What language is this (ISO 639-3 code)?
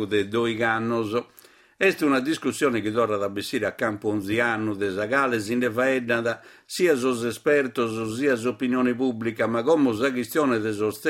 srd